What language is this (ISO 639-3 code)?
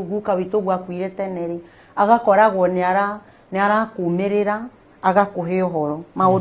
kik